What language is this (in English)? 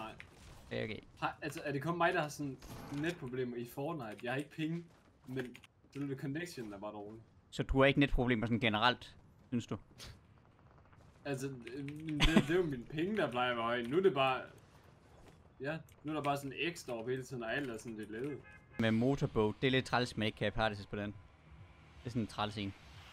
Danish